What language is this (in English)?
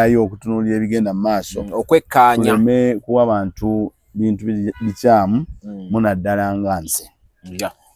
Ganda